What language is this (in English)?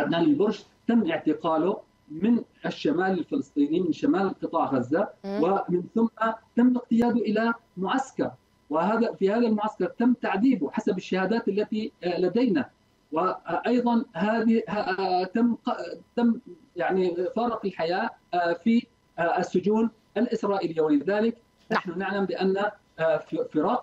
Arabic